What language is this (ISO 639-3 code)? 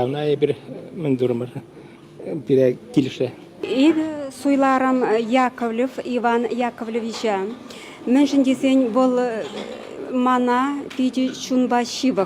chv